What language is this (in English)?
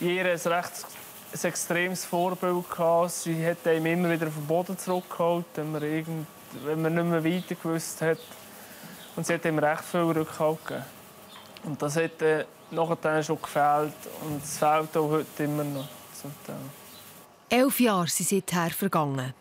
Swiss German